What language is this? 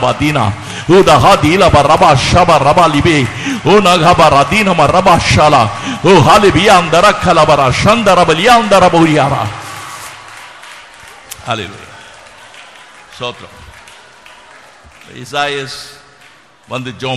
Tamil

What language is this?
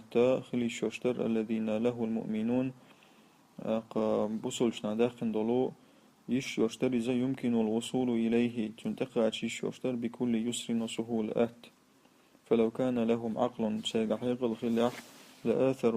Chechen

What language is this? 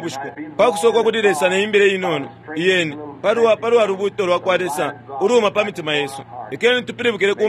Bemba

